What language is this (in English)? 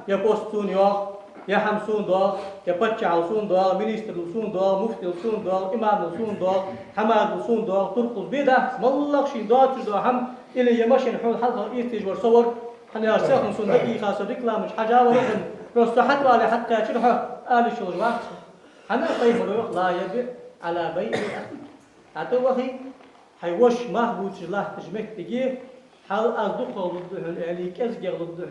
Ingush